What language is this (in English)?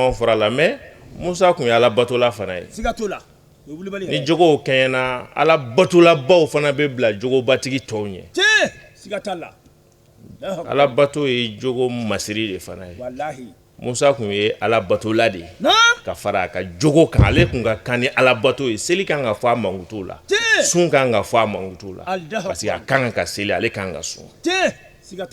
Bambara